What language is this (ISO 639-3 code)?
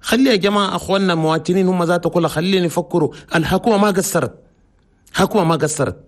shu